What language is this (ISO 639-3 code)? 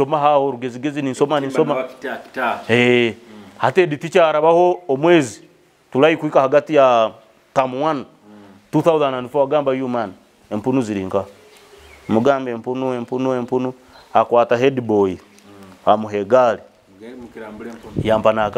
nyo